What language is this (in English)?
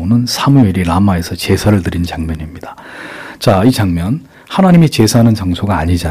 Korean